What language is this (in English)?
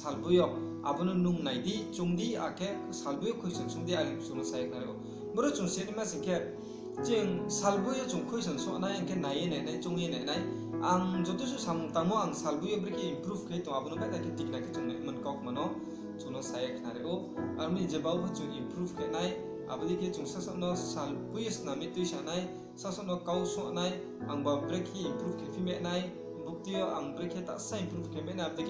Riang (India)